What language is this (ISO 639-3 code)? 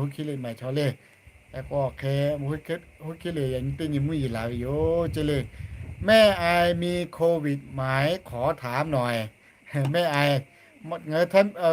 lhu